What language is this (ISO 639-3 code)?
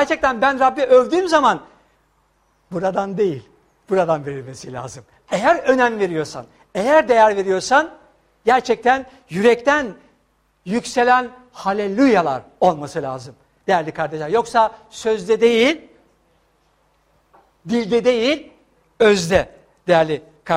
tur